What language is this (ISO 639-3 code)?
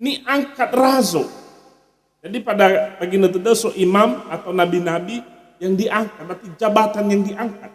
nia